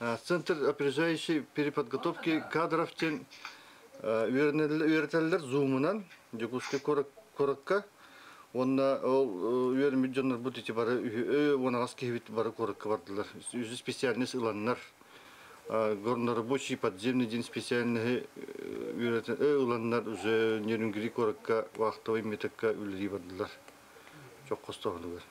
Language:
Yakut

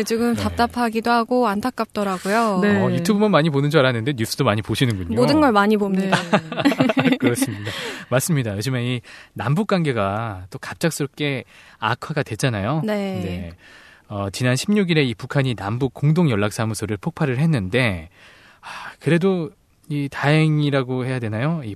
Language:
Korean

